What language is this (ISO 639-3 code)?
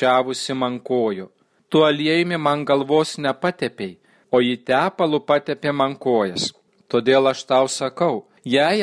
lit